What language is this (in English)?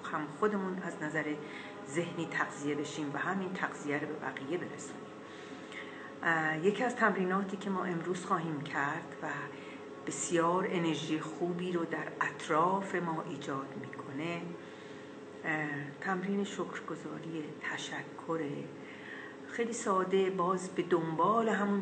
Persian